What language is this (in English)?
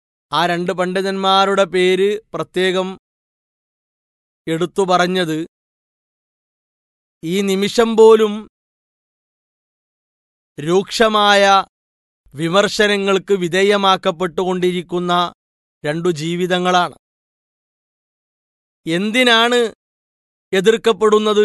Malayalam